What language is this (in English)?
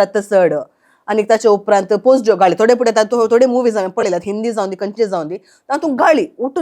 Konkani